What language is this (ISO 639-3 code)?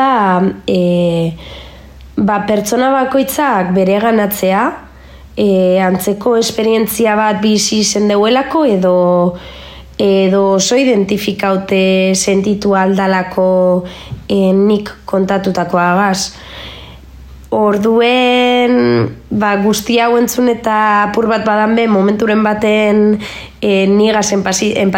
eus